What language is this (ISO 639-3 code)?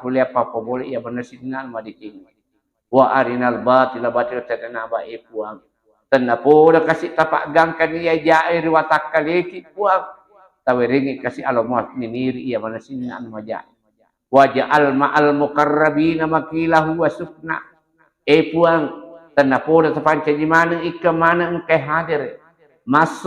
bug